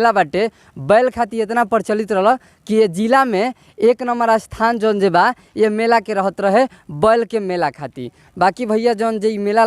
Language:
Bhojpuri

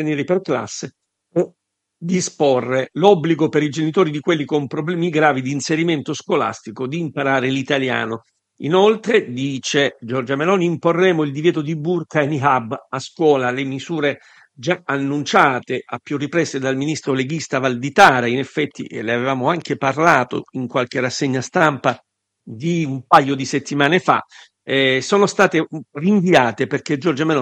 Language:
Italian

